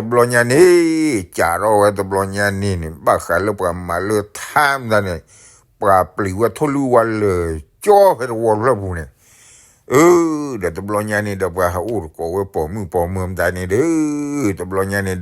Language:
S'gaw Karen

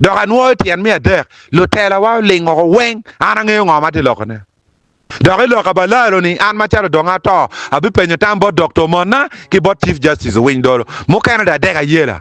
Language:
Acoli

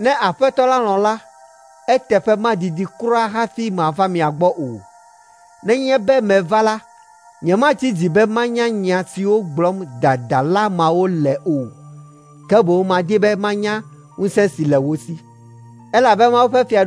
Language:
Ewe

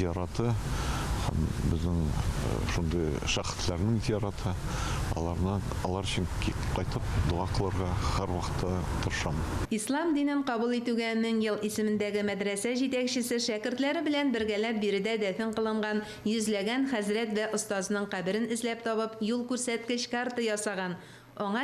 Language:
Tatar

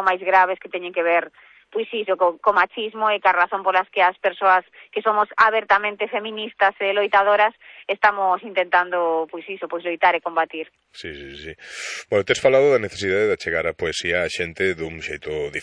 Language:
Galician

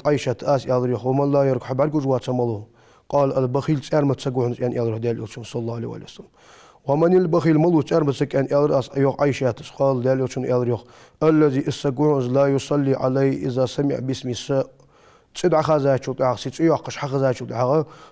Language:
Ingush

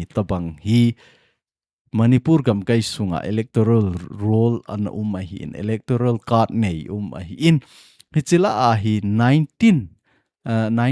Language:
Thado Chin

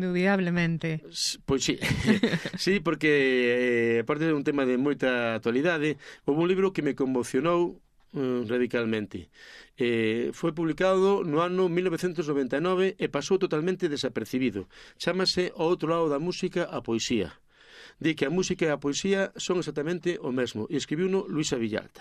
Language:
Galician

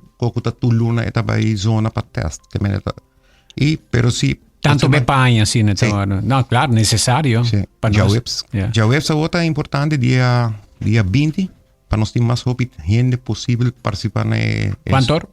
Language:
Papiamento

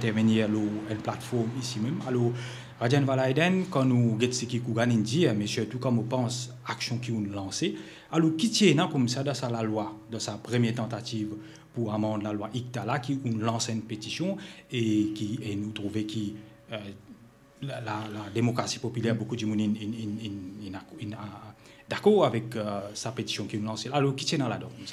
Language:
Morisyen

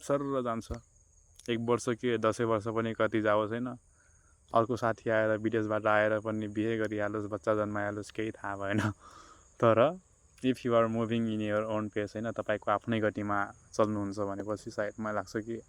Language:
Nepali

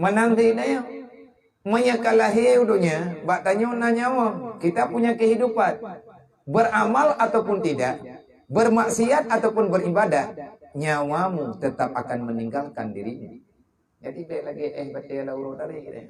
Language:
Achinese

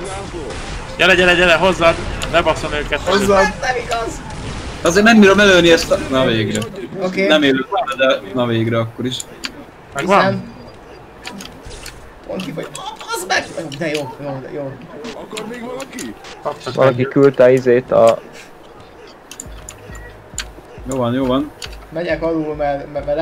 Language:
Hungarian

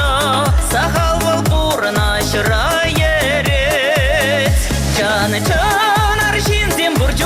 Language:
Chuvash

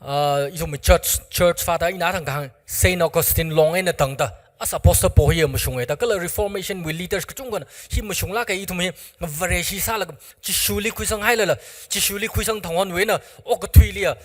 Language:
Tangkhul Naga (India)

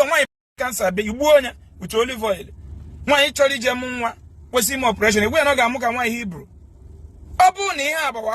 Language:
Igbo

